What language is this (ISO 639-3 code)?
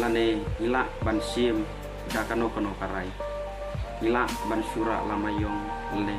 kha